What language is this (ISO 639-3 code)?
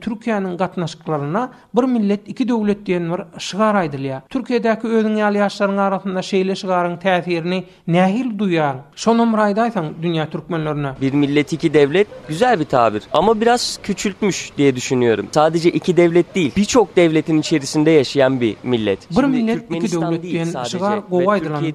tuk